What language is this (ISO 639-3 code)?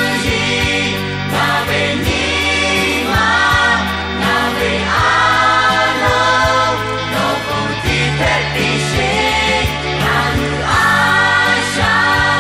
lhu